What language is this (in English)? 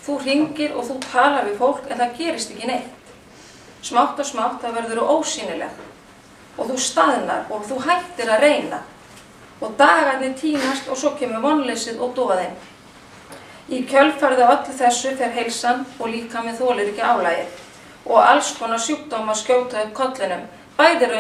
Icelandic